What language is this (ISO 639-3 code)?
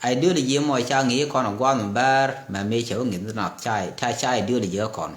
nus